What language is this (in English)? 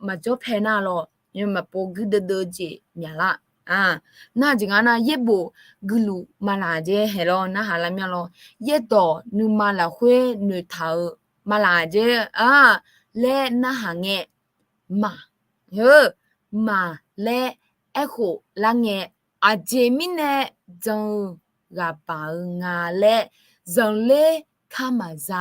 Akha